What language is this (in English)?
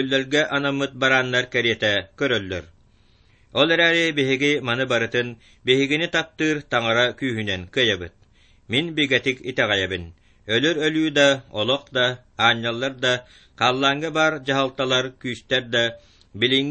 Yakut